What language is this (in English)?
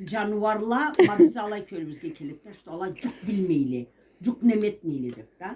Karachay-Balkar